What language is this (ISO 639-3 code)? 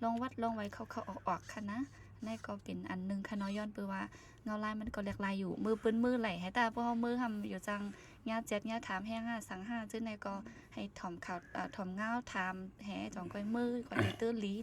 shn